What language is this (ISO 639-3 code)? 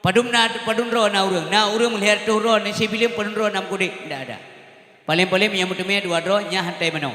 ace